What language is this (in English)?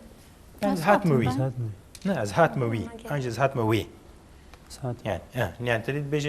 Kurdish